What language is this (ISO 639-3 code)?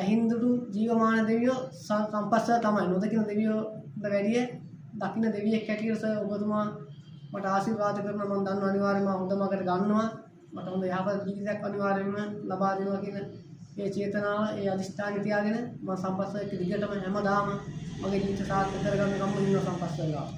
sin